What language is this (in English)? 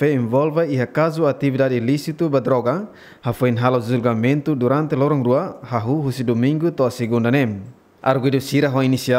Tetum